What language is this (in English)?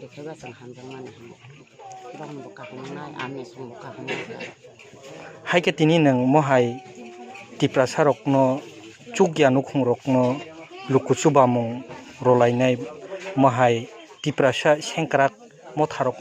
Kok Borok